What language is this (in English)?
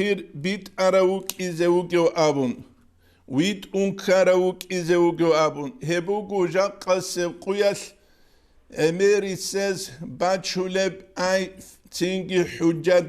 Avaric